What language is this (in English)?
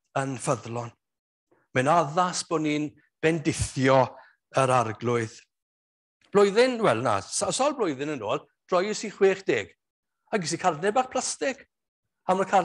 Welsh